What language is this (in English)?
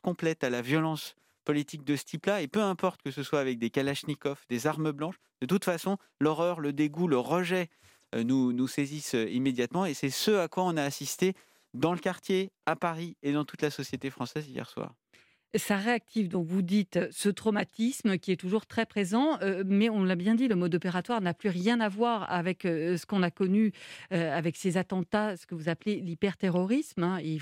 French